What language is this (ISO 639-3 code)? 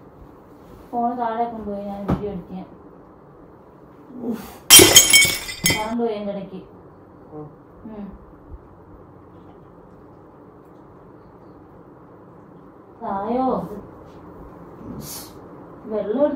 mal